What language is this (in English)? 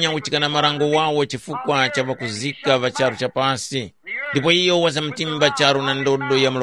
Tumbuka